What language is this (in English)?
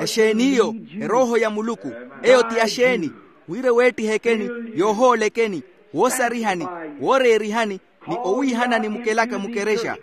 Makhuwa